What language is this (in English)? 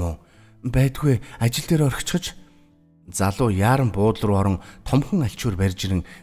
Mongolian